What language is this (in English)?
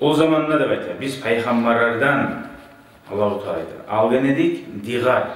Kumyk